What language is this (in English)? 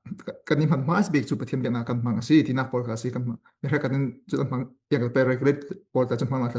Falam Chin